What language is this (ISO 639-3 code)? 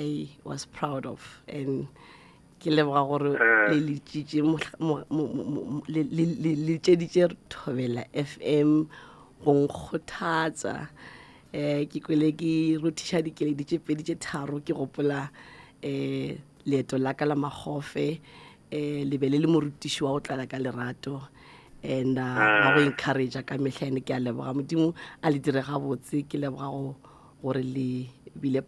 nso